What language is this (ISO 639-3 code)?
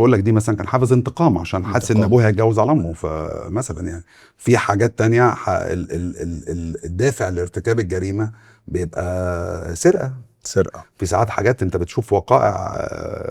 arz